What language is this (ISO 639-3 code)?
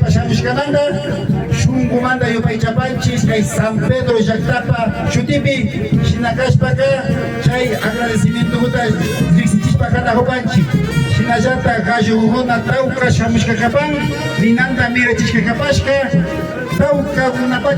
qvi